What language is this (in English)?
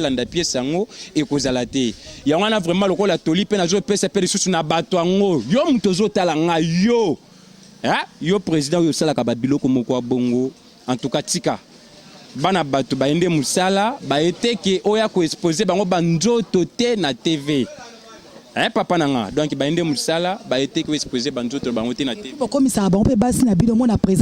Lingala